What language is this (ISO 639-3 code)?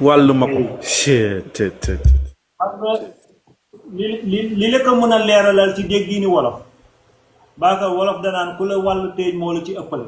wol